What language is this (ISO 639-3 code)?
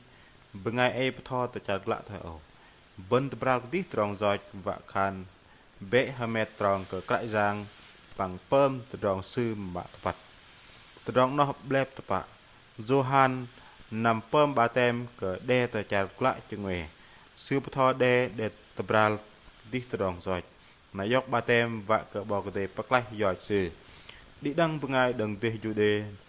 bdq